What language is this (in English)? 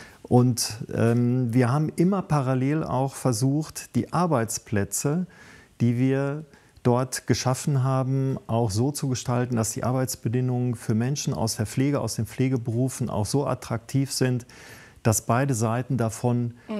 German